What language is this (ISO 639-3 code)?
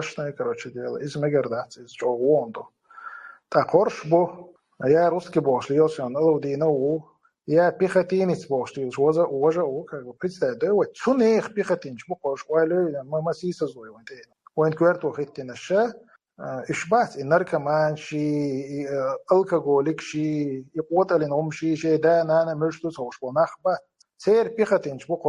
che